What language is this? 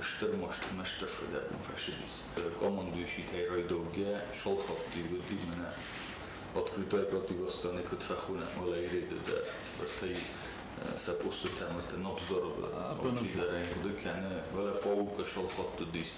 Ossetic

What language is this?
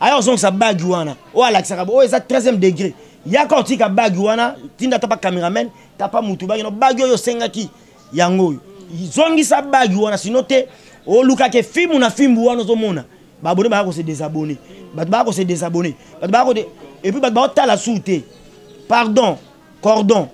Lingala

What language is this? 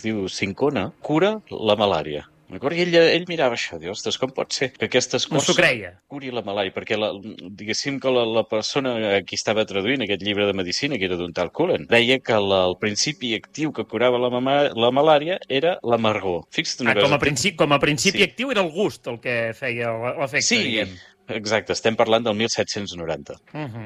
Catalan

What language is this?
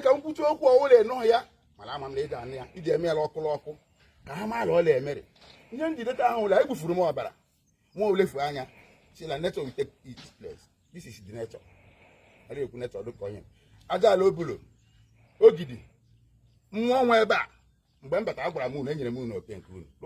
Igbo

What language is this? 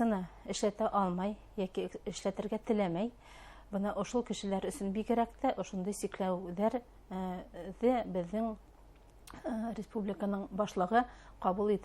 Bashkir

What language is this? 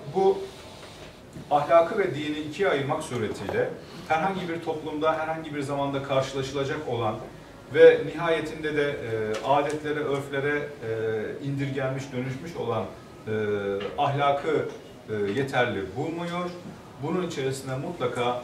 Turkish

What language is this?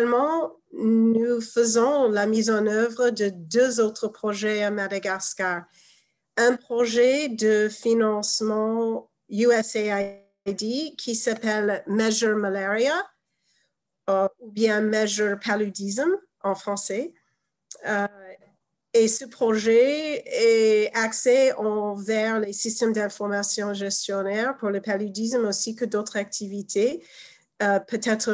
French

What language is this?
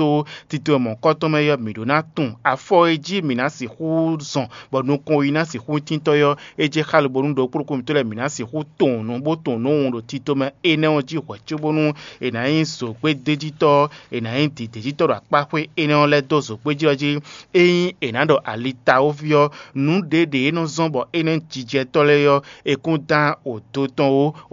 Fon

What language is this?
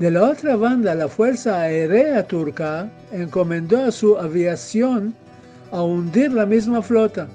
Ladino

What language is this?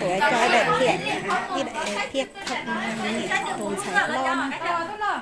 Hmong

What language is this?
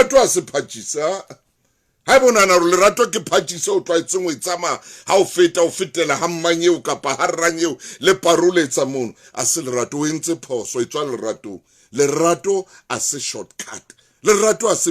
Southern Sotho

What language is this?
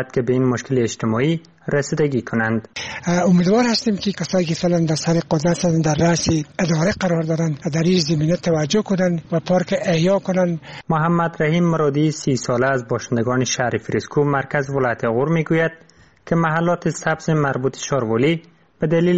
Persian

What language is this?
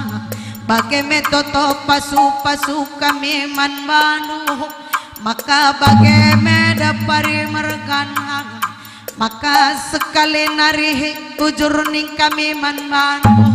Batak Karo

